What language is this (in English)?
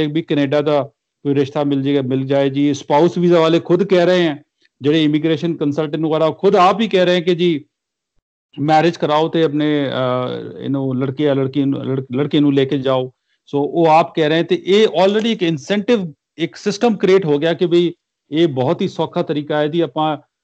Punjabi